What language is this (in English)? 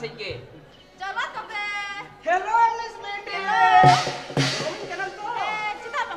Santali